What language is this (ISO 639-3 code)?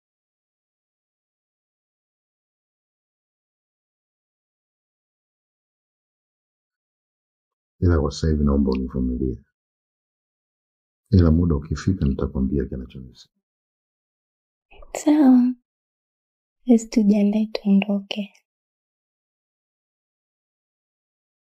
swa